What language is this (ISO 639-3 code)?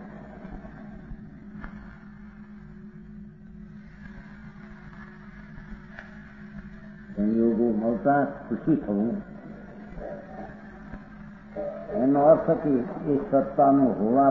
guj